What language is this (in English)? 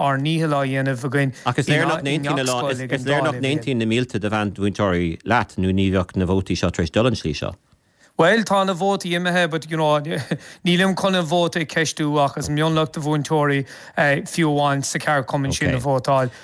Irish